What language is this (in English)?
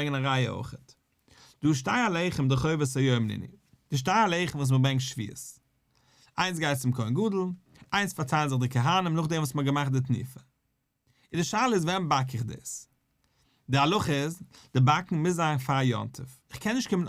Yiddish